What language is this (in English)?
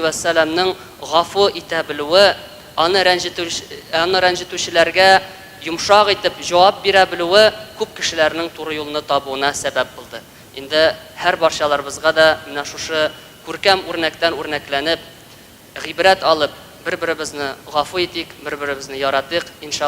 Tatar